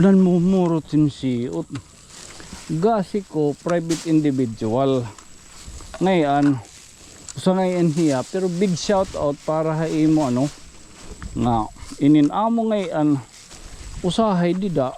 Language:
Waray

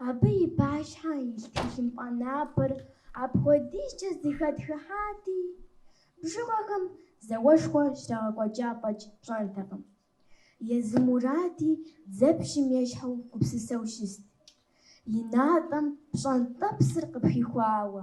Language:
Kabardian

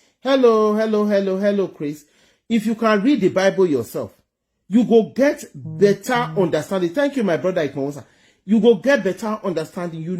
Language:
Nigerian Pidgin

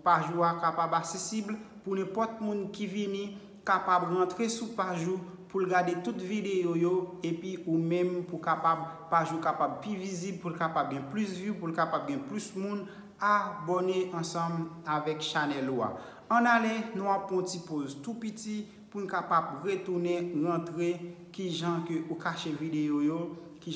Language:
Haitian Creole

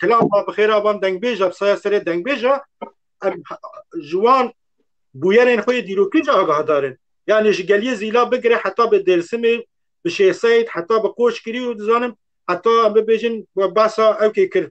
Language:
Kurdish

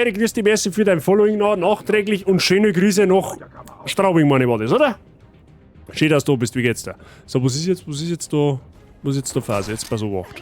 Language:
Bavarian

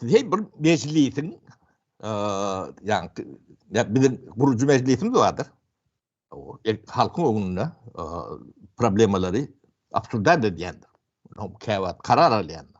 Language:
Turkmen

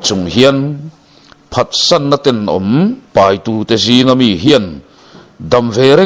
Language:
Mizo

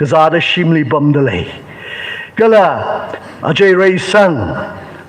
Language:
Tangkhul Naga (India)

